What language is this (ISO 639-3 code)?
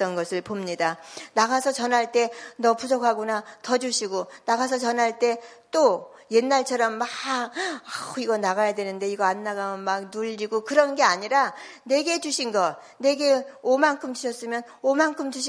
kor